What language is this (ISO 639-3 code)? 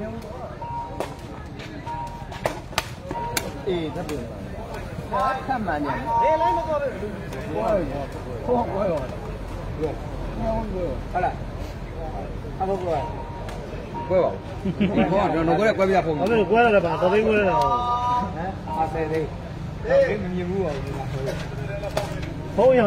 mya